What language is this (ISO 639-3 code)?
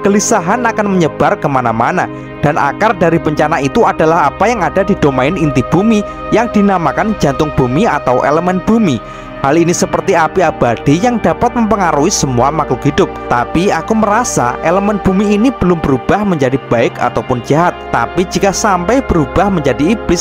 ind